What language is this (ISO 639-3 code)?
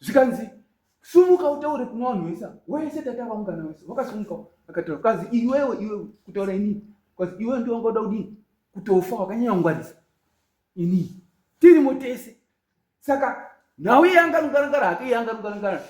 sna